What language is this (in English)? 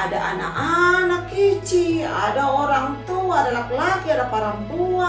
Kupang Malay